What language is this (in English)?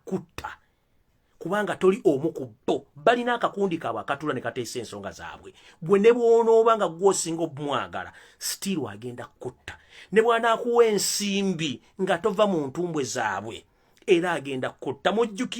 Ganda